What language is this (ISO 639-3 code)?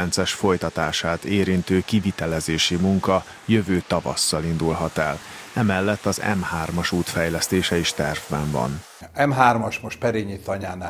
hun